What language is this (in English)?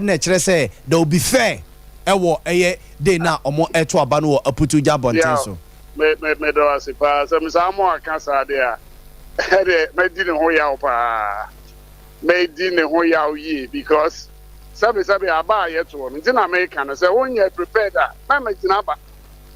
Akan